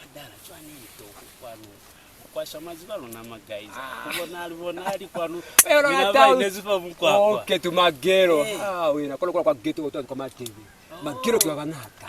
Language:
Lozi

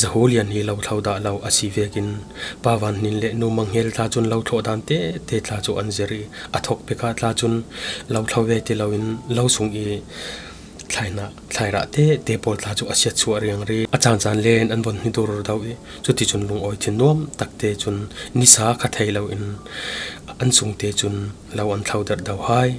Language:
Falam Chin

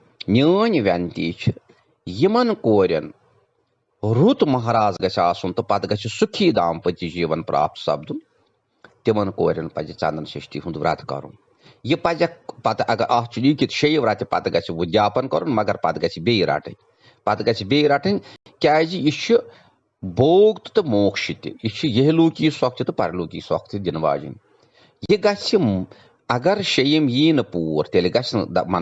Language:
Kashmiri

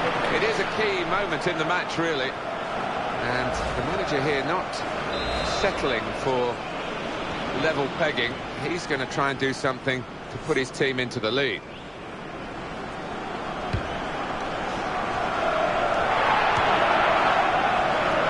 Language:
English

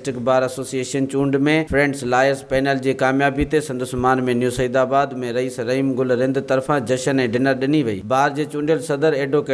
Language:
Sindhi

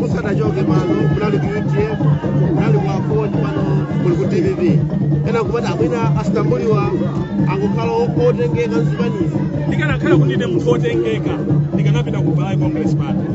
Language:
Nyanja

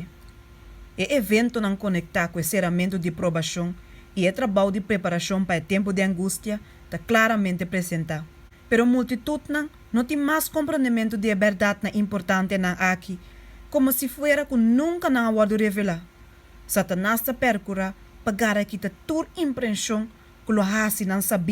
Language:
Papiamento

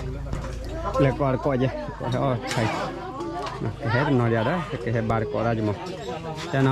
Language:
S'gaw Karen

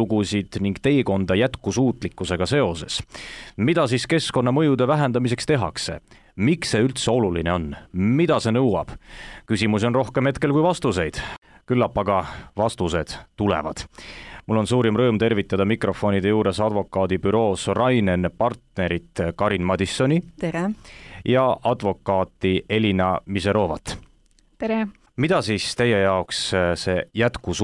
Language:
Estonian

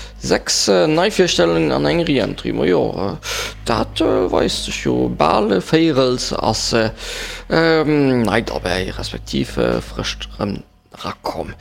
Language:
Luxembourgish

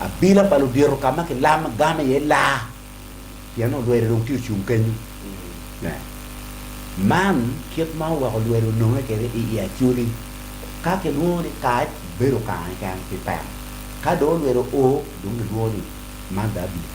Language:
Acoli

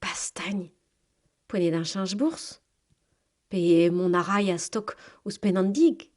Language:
Breton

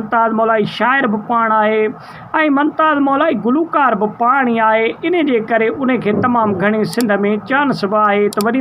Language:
Sindhi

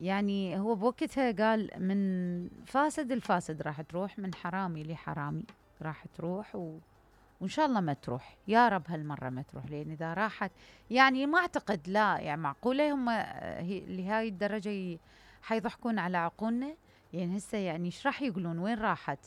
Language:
Mesopotamian Arabic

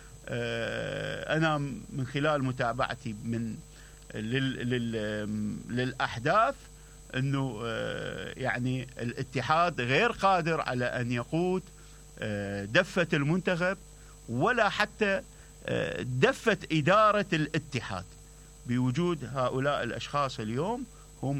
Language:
Mesopotamian Arabic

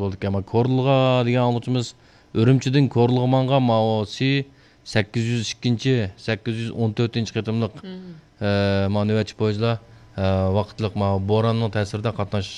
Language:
Uyghur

